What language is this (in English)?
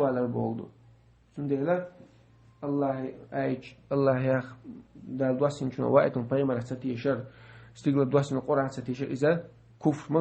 Chechen